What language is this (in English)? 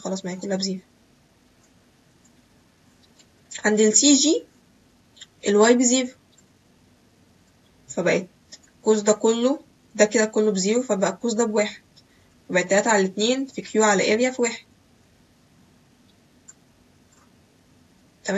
Egyptian Arabic